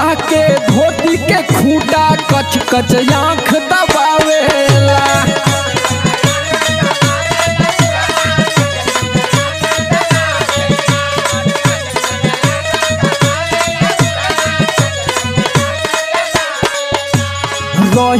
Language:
Bhojpuri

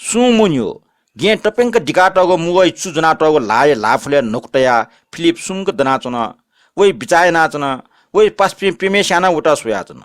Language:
Newari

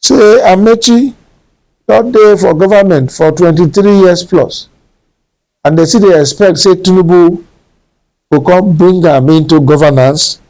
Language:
Nigerian Pidgin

